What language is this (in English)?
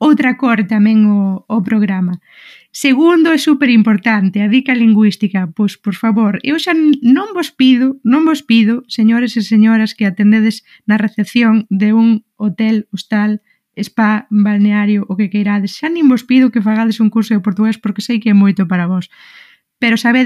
Galician